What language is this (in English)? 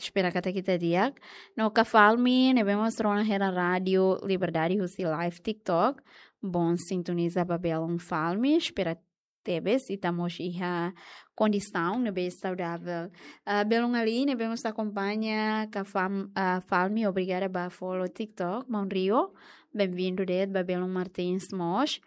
Tetum